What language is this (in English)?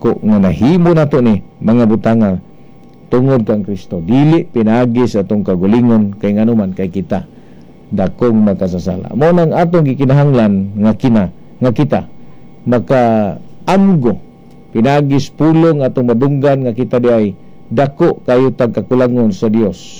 Cebuano